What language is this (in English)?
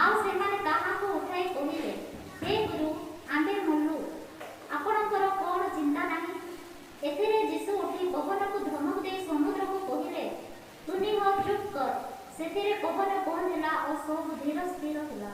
Odia